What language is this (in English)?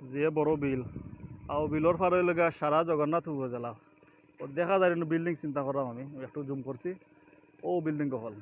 Sylheti